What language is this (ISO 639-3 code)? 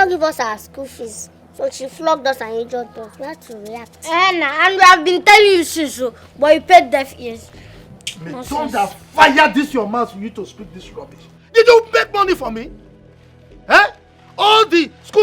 pcm